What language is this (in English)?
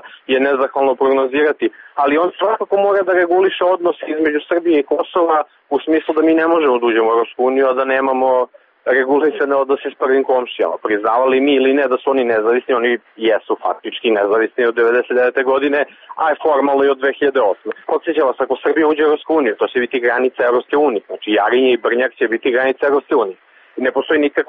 Serbian